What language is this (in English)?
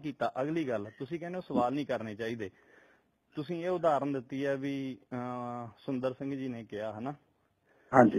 Punjabi